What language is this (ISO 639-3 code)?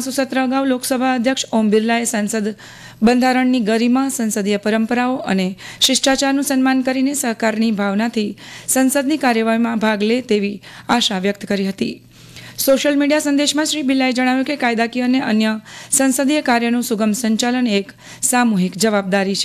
guj